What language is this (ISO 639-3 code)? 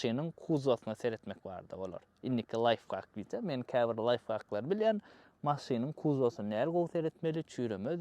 tuk